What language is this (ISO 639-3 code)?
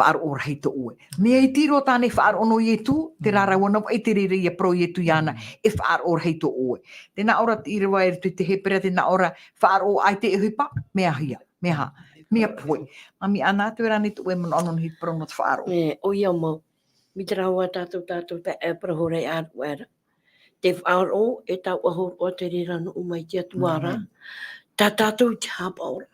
tah